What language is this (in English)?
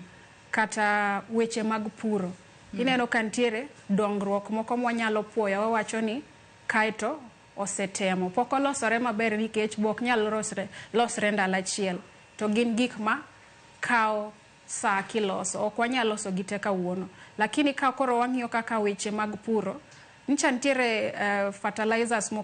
Luo (Kenya and Tanzania)